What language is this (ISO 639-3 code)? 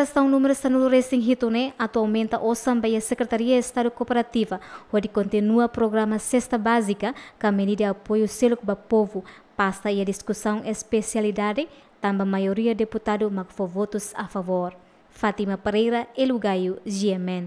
tet